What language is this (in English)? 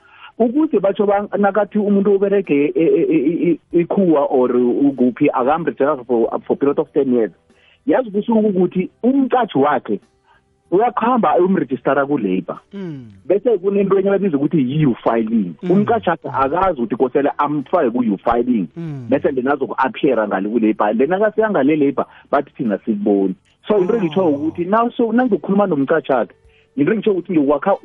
South Ndebele